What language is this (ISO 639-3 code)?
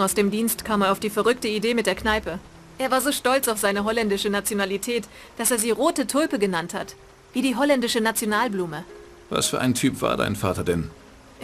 bar